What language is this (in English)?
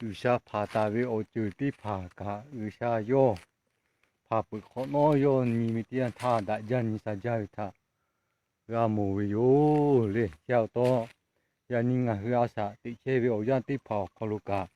Lahu